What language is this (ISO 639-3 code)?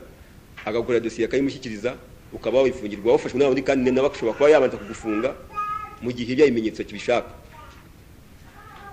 kin